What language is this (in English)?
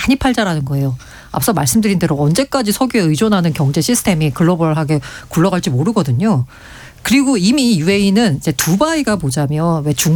Korean